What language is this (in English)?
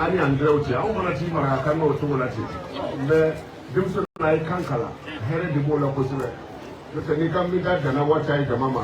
Bambara